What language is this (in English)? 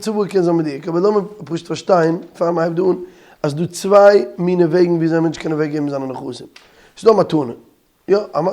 Yiddish